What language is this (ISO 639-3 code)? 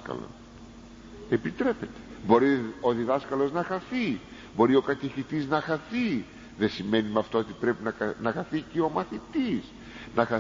ell